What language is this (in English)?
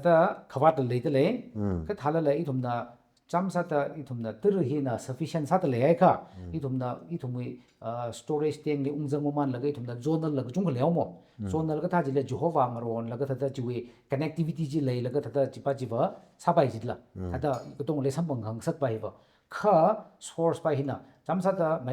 Tangkhul Naga (India)